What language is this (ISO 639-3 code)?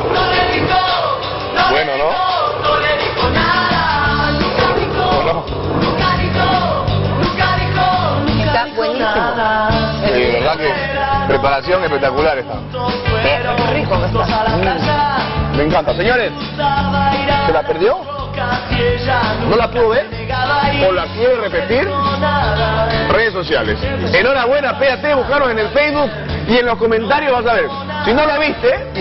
spa